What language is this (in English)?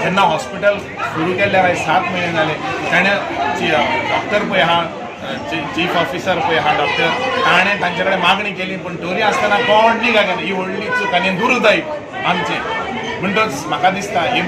Konkani